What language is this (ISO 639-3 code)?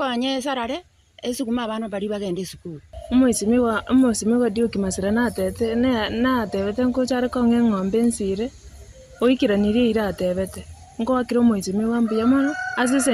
guz